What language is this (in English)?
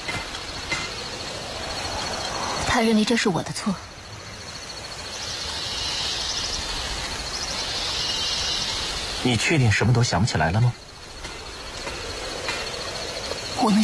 Chinese